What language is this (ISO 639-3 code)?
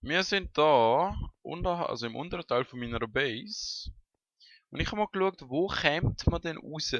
gsw